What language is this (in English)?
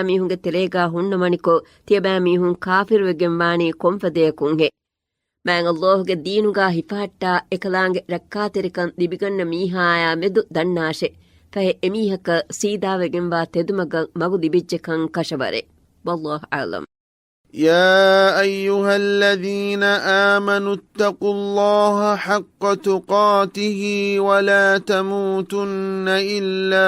Divehi